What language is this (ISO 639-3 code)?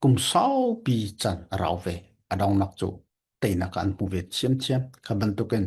cfm